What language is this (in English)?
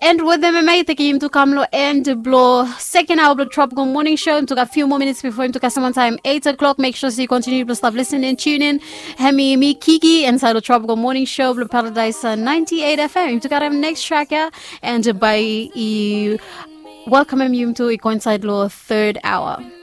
Bislama